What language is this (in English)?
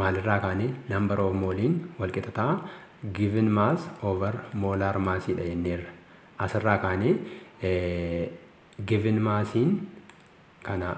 Oromo